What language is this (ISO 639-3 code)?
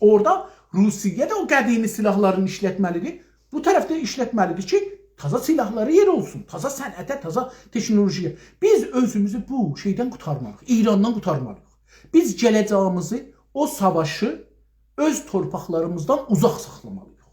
azb